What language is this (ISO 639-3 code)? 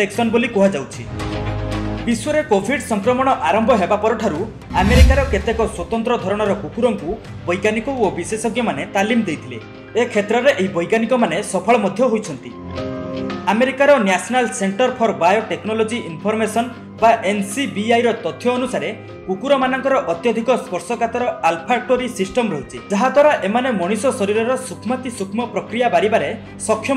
ori